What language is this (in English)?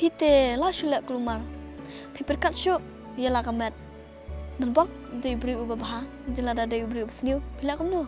Khasi